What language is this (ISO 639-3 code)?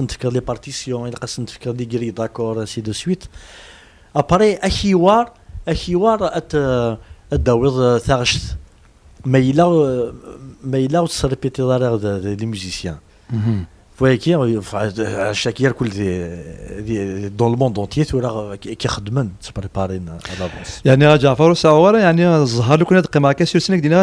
kab